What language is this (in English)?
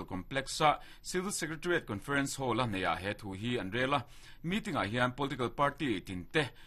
Mizo